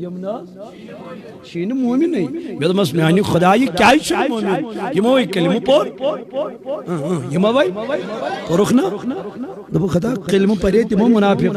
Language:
Kashmiri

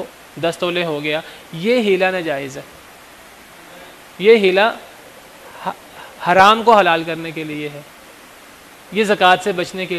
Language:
Urdu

